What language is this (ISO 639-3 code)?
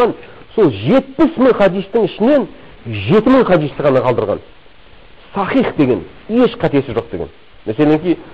kaz